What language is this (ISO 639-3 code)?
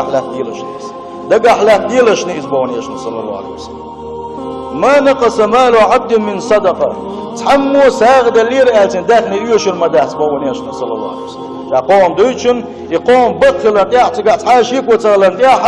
che